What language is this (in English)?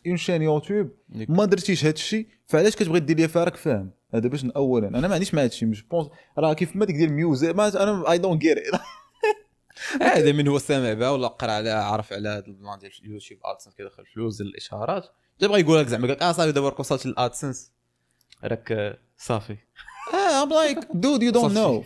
Moroccan Arabic